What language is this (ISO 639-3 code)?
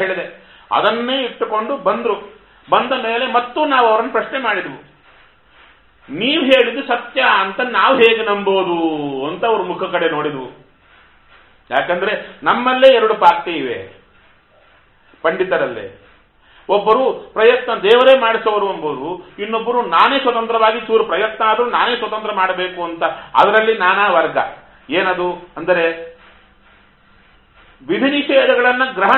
kan